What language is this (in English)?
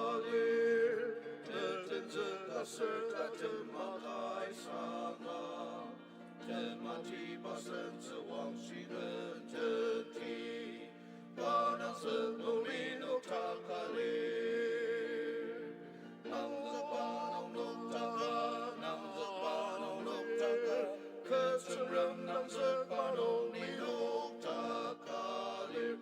Ao Naga